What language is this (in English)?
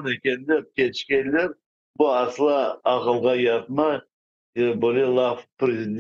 Crimean Tatar